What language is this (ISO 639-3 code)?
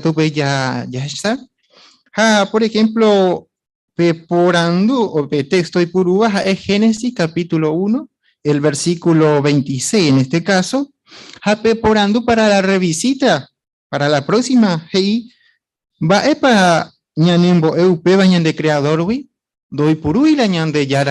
grn